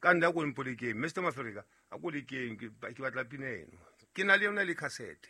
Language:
Southern Sotho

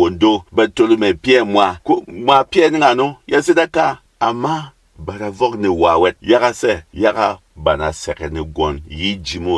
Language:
Berom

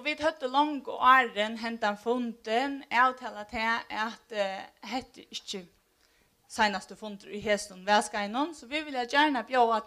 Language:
Faroese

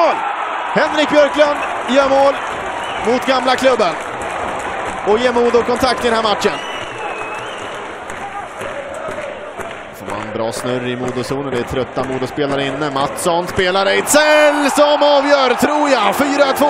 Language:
Swedish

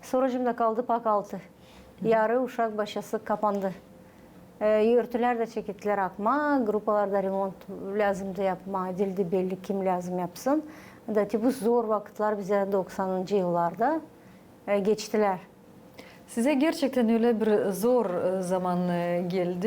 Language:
Gagauz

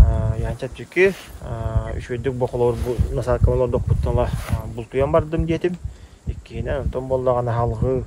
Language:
Yakut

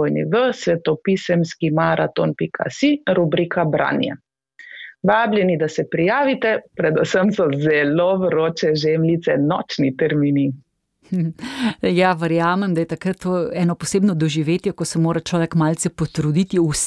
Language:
Slovenian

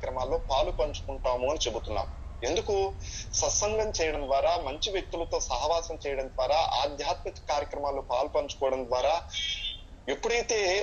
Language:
Telugu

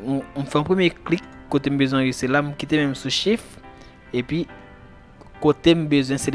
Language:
Haitian Creole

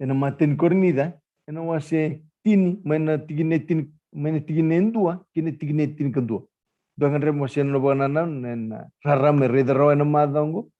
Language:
Fijian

